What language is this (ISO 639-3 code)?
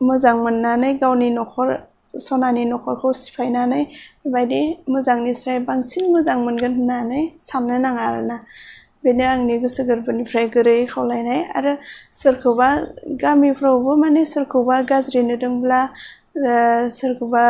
brx